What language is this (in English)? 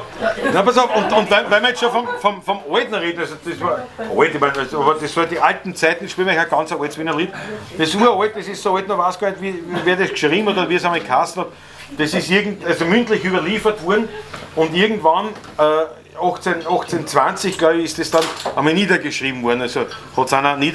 Bavarian